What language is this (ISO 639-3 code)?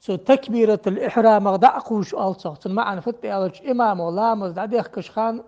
inh